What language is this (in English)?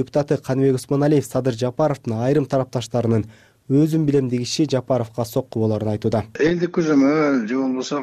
Kyrgyz